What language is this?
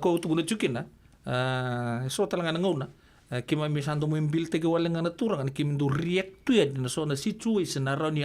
Fijian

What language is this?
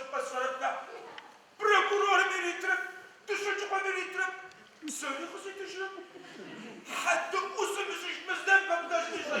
Adyghe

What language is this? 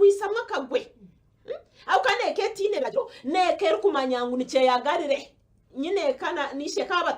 Nyankole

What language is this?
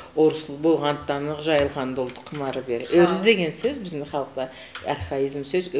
Karachay-Balkar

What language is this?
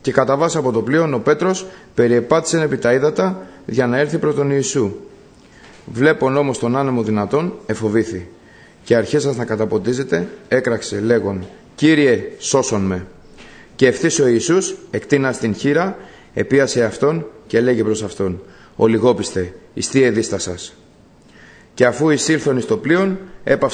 Greek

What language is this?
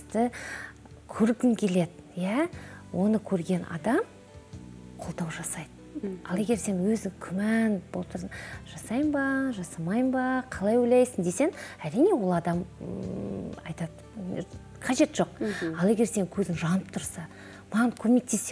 Kazakh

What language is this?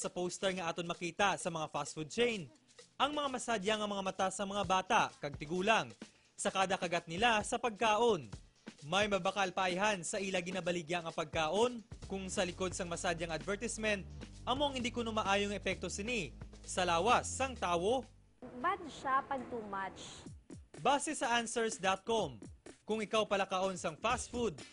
Hiligaynon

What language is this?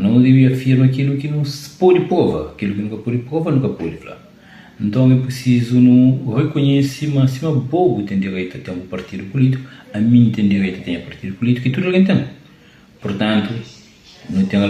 Kabuverdianu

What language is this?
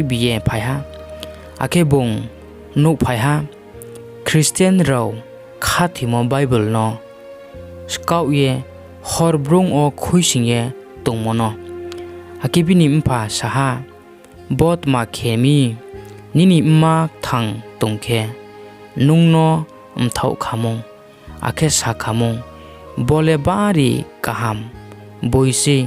Riang (India)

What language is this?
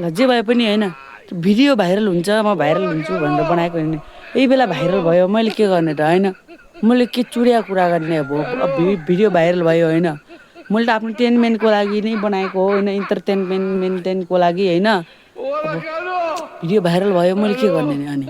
Nepali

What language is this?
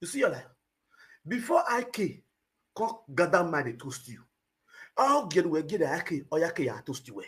Nigerian Pidgin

